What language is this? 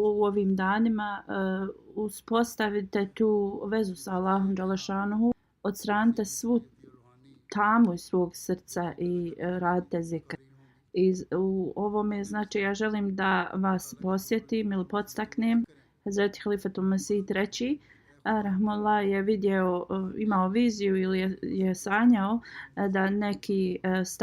Bosnian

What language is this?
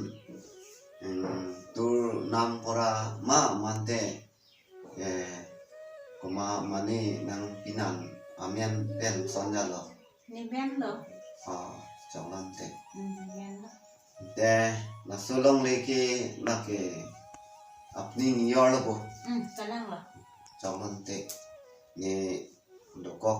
Karbi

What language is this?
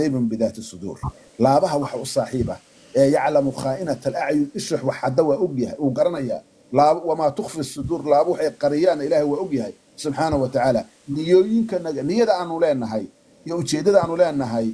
Somali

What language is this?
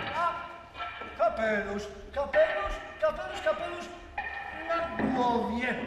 Polish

